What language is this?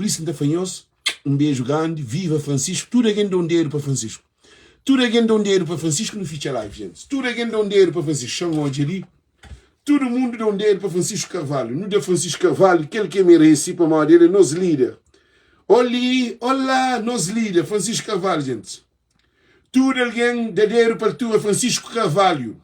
Kabuverdianu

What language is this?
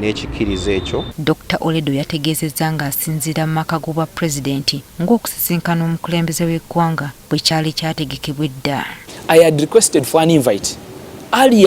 Ganda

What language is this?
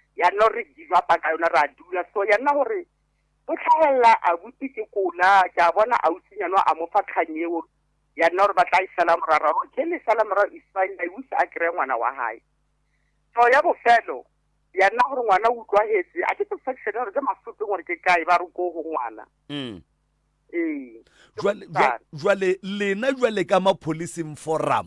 Northern Sotho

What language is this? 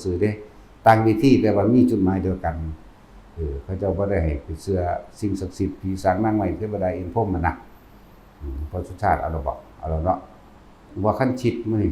Northeastern Thai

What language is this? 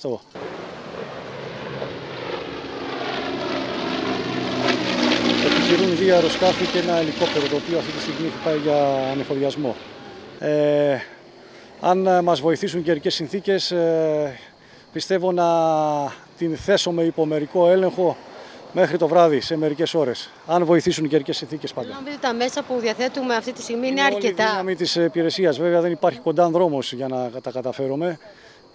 Greek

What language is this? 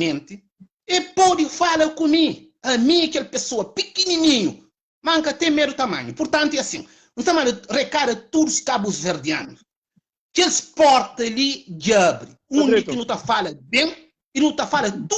Kabuverdianu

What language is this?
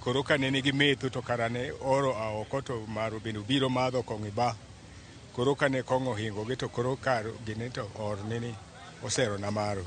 Luo (Kenya and Tanzania)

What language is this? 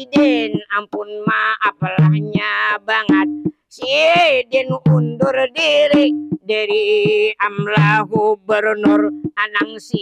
Banjar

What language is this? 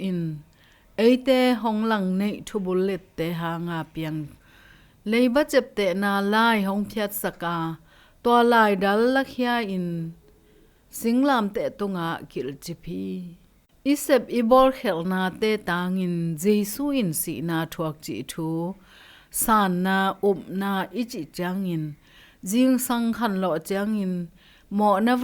Tedim Chin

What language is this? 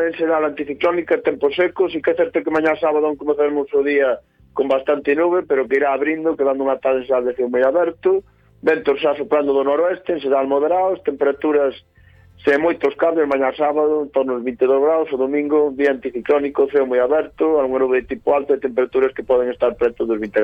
Galician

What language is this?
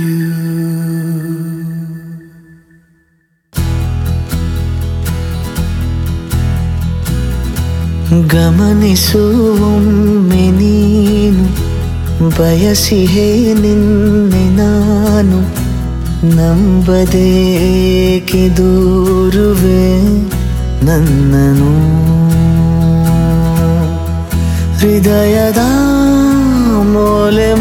Kannada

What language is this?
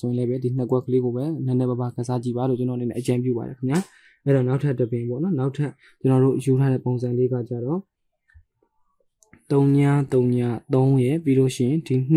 Burmese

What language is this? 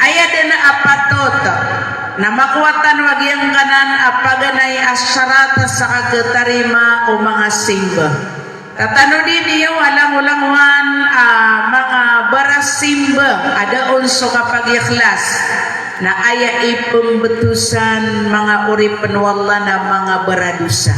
Maranao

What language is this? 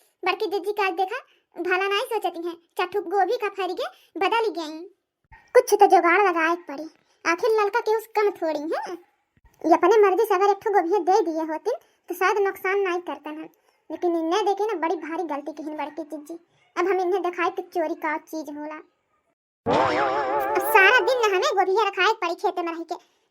Bhojpuri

